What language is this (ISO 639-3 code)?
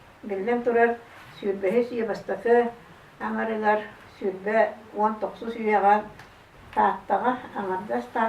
sah